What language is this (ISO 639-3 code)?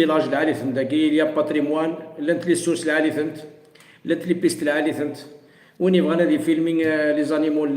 kab